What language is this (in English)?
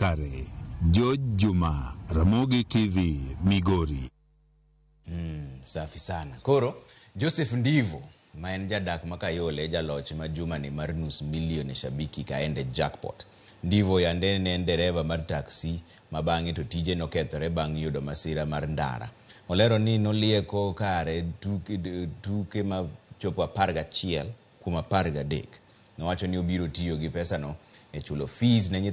Luo (Kenya and Tanzania)